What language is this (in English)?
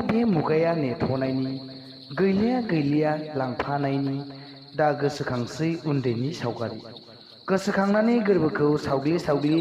Bodo